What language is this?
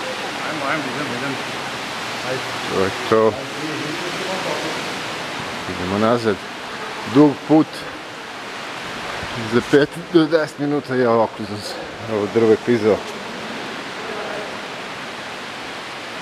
Serbian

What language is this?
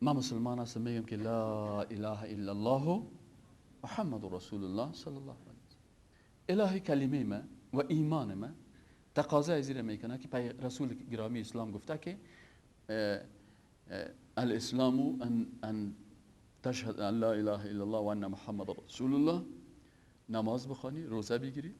Persian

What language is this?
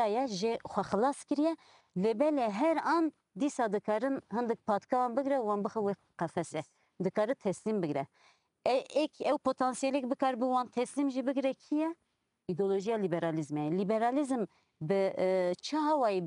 Kurdish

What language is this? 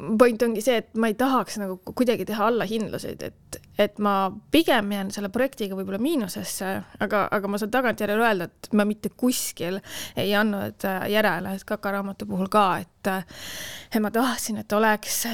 Estonian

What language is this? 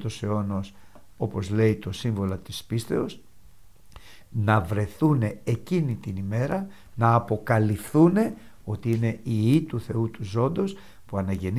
Greek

